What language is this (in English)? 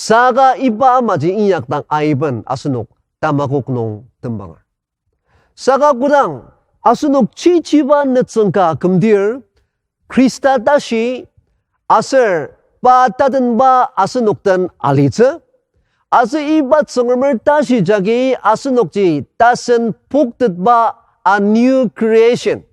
Ao Naga